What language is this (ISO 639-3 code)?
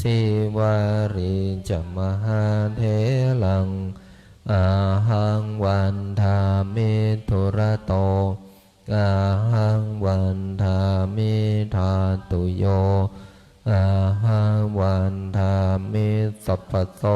pli